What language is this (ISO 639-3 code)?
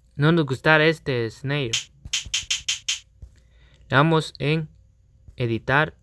spa